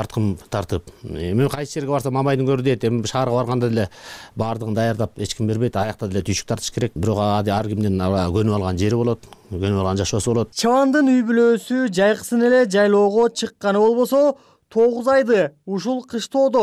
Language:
Kyrgyz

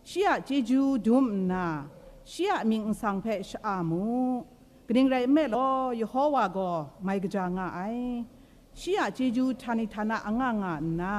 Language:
Kachin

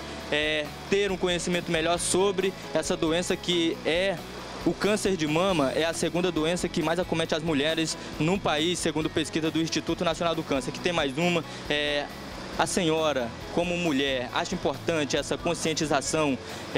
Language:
Portuguese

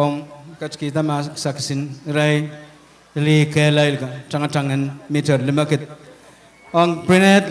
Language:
Pohnpeian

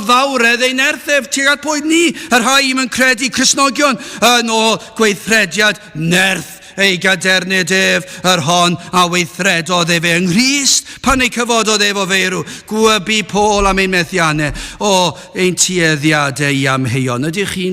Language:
Welsh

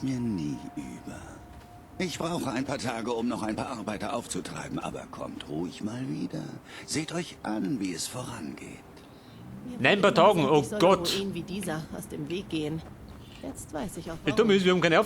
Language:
Bavarian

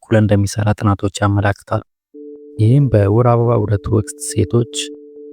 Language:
Amharic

